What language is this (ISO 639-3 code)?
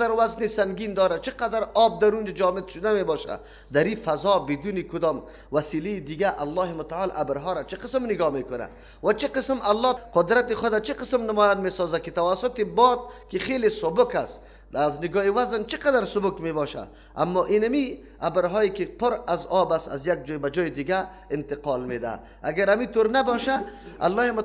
fas